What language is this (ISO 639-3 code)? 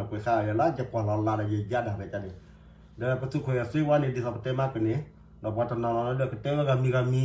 ksw